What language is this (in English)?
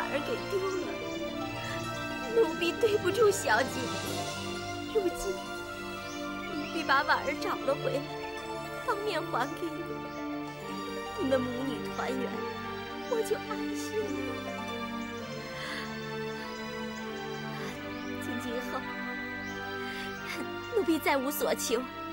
Chinese